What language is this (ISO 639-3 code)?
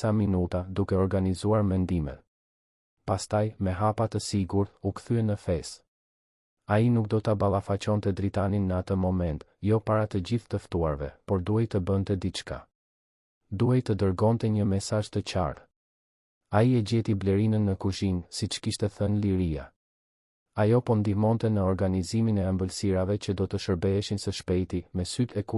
sqi